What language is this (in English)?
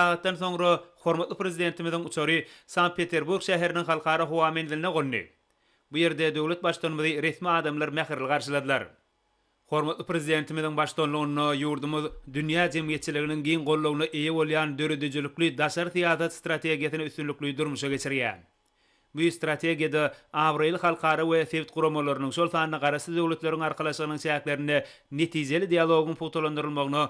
Turkmen